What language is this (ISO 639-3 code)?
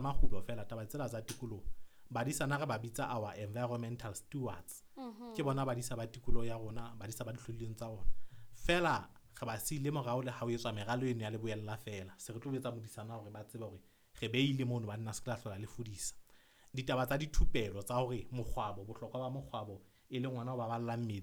sot